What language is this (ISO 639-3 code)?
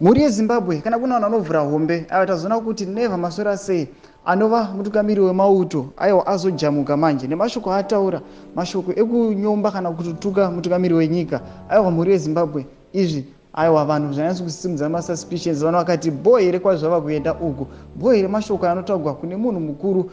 sna